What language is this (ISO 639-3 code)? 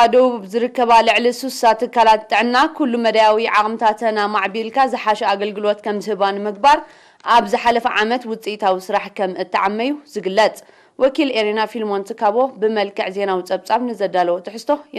tir